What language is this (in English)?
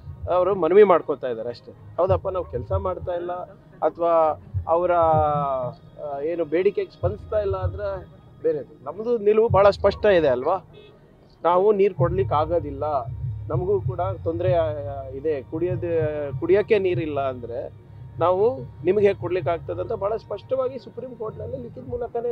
Kannada